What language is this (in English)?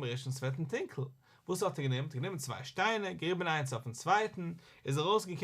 Yiddish